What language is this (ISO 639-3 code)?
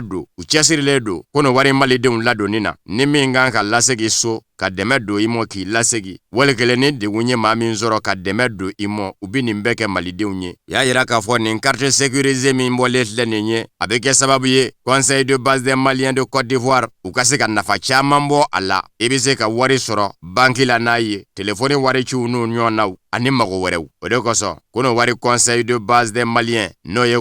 bam